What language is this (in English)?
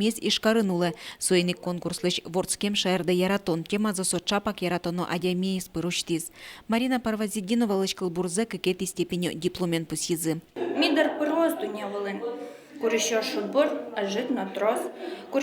Udmurt